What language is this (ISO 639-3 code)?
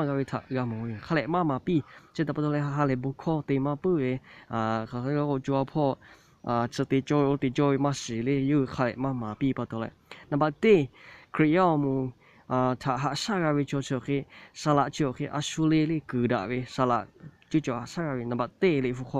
lhu